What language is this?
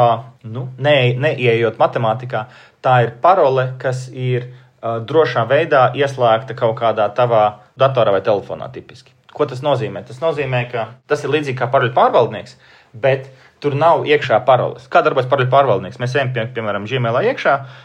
Latvian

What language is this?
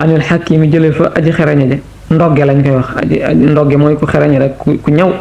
Wolof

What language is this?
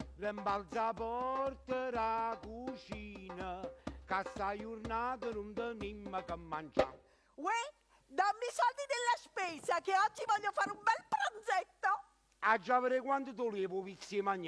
Neapolitan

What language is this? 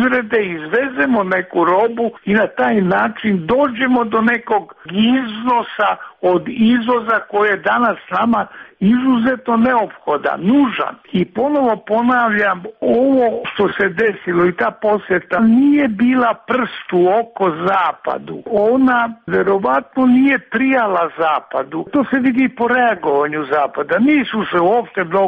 Serbian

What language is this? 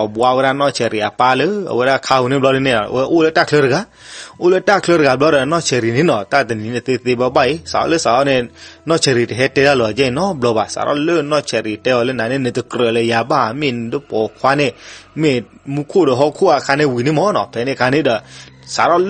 S'gaw Karen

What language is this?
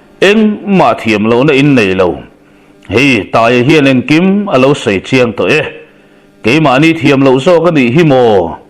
Mizo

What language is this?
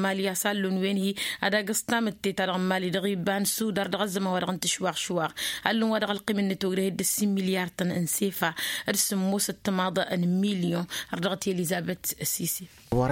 Tamasheq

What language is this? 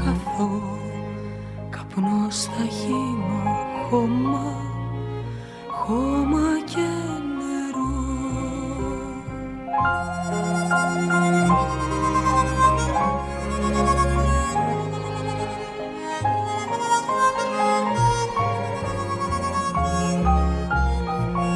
Greek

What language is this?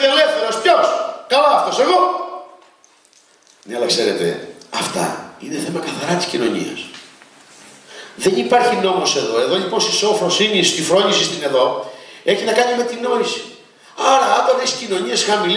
Greek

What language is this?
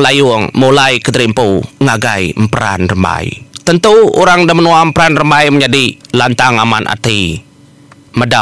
Iban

